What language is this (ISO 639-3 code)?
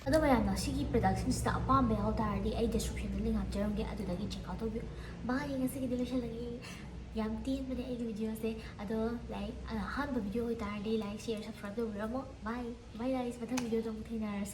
mni